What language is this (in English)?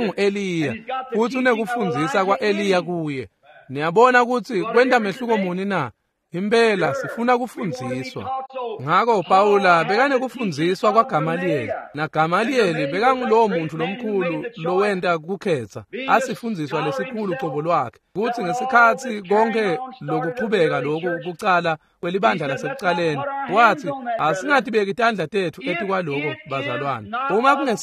Swati